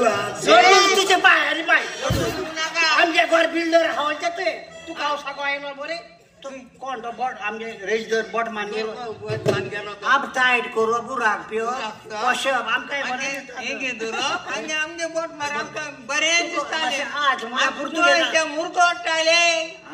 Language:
Konkani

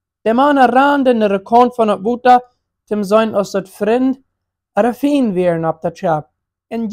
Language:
Plautdietsch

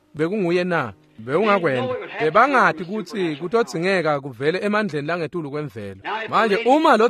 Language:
Swati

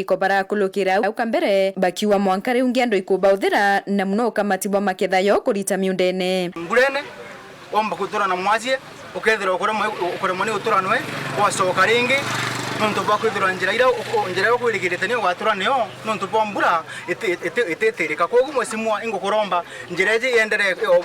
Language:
Meru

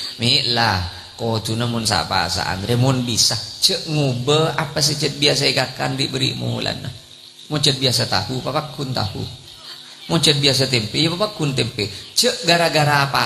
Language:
Madurese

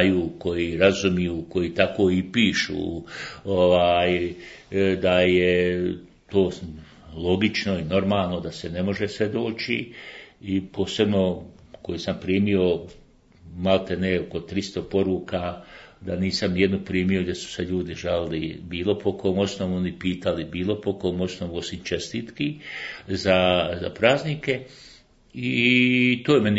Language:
Bosnian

